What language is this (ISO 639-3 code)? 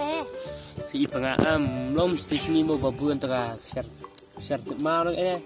kha